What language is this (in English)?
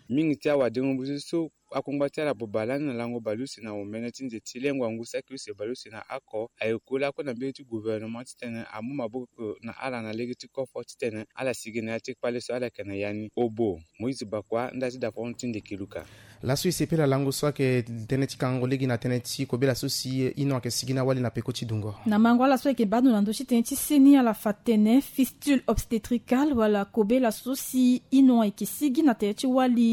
Sango